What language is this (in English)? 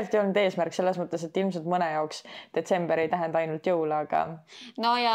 Estonian